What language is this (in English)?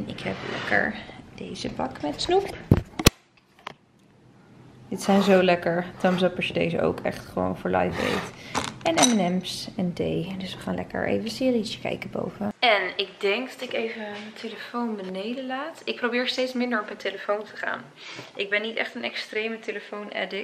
Dutch